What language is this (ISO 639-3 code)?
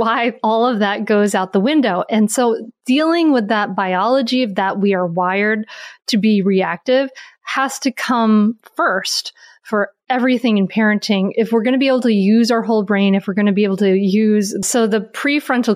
eng